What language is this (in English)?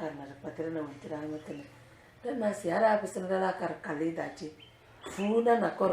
Tem